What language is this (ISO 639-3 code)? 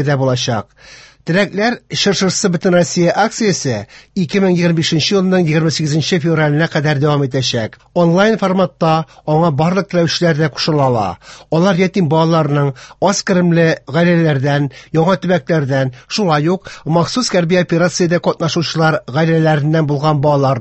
tat